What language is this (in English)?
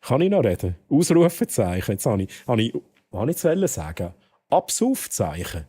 Swiss German